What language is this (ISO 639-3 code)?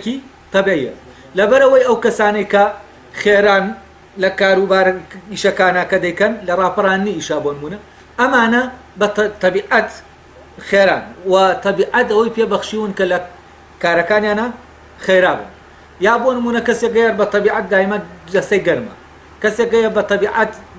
ckb